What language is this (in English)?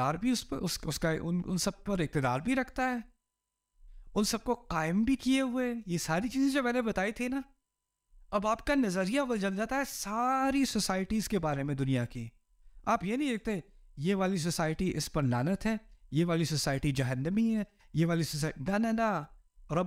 Urdu